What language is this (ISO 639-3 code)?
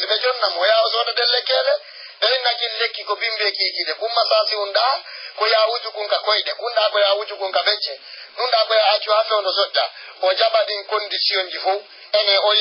ful